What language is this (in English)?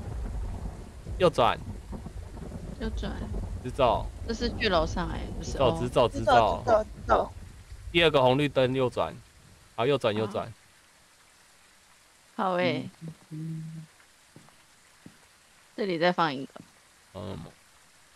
Chinese